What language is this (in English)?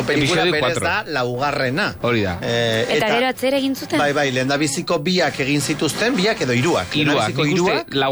Basque